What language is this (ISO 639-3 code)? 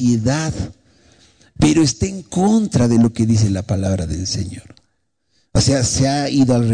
spa